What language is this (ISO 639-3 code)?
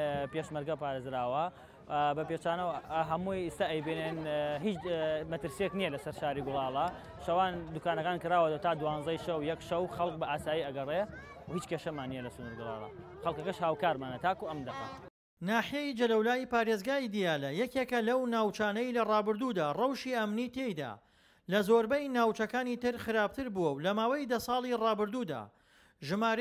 ckb